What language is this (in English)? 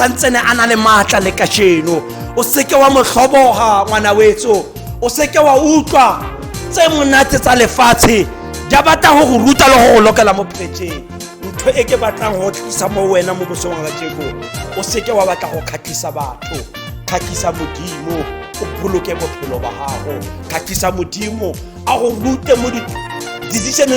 Tswana